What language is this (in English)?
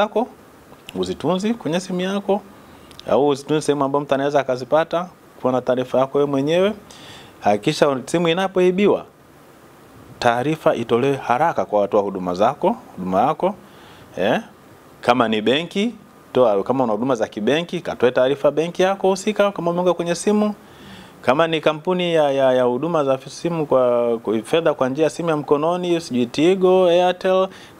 Swahili